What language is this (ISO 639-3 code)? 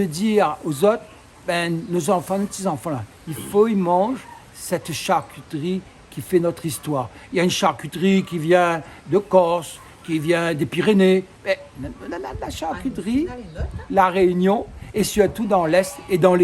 rcf